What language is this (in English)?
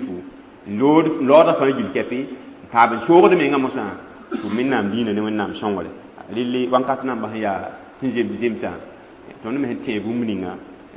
Mossi